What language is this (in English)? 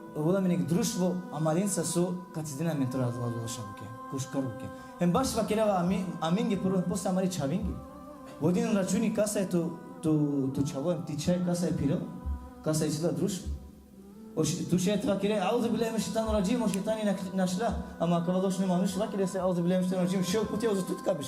Balkan Romani